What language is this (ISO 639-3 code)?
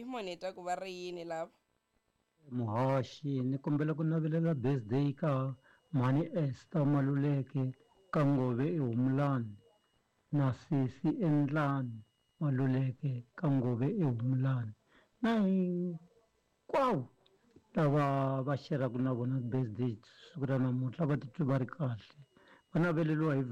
tso